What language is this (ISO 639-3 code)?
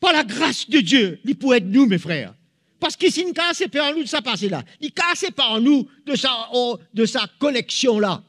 mfe